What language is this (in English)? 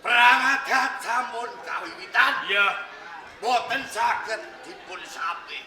Javanese